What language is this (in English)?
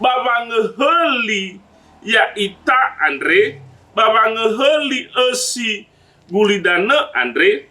Nias